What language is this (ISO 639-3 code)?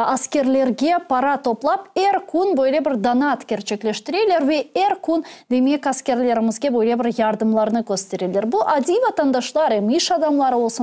crh